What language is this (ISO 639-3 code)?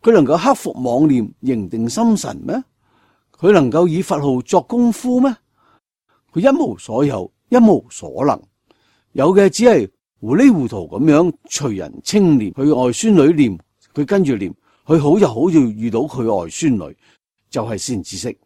yue